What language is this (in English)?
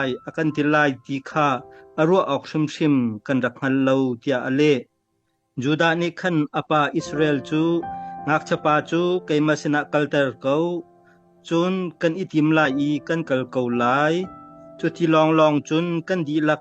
Hakha Chin